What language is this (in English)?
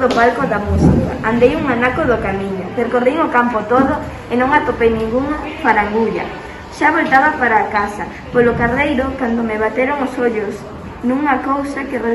Galician